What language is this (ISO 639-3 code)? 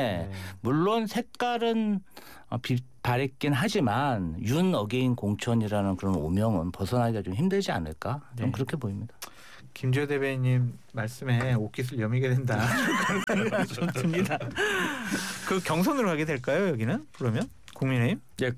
kor